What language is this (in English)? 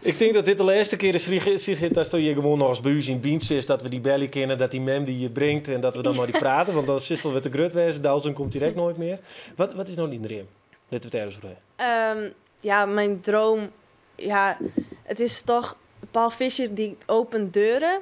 Western Frisian